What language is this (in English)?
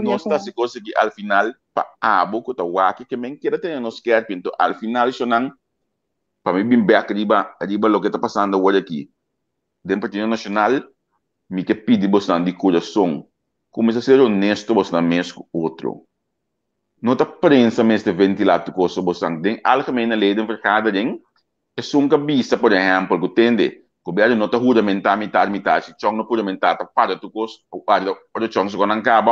Papiamento